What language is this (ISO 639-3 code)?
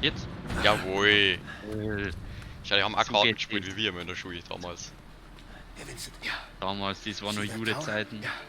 bar